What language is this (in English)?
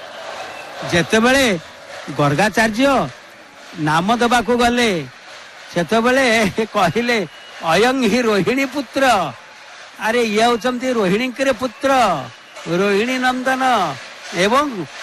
Odia